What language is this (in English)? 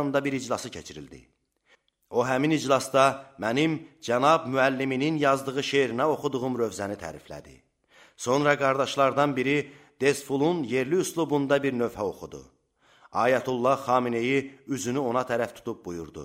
Azerbaijani